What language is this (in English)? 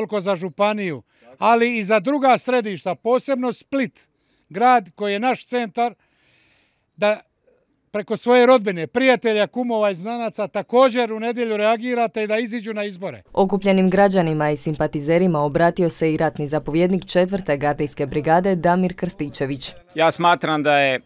Croatian